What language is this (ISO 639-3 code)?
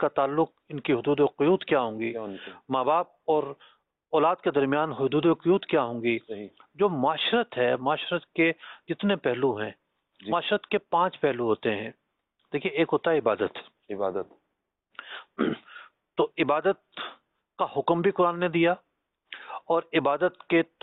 urd